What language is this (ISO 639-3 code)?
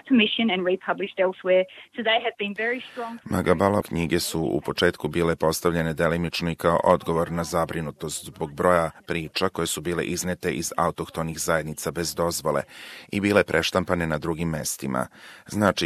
srp